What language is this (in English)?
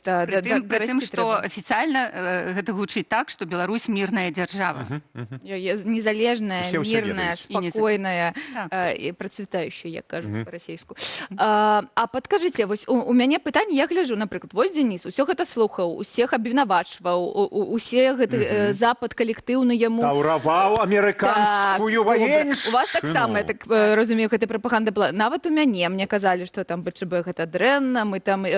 Belarusian